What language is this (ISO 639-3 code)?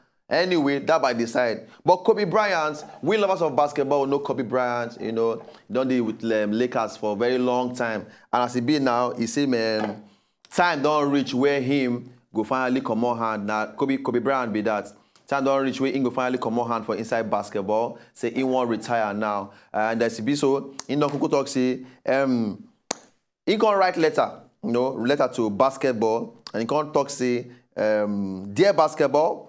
pcm